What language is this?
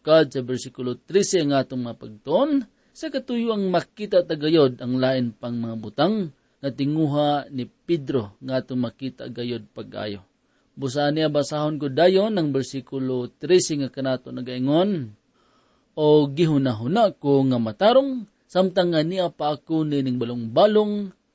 Cebuano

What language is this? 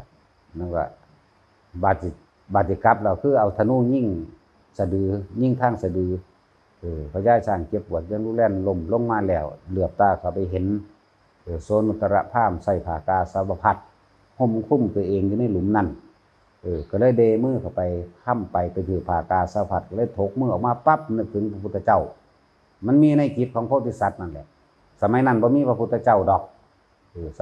Northeastern Thai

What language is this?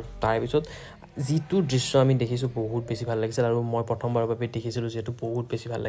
Assamese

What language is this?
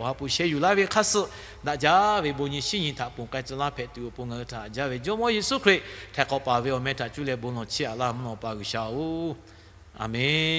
Lahu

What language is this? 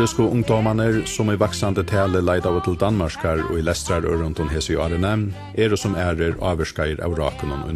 Faroese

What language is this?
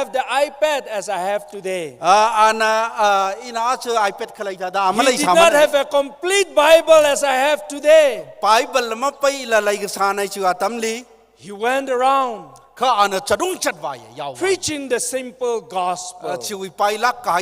Tangkhul Naga (India)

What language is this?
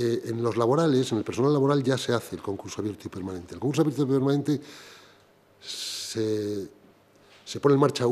Spanish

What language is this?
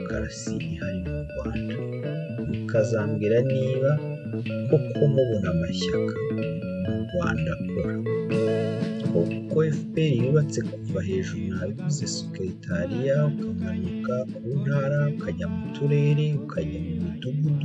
Kinyarwanda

